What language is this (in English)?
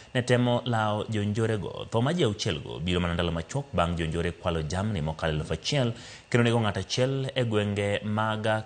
Luo (Kenya and Tanzania)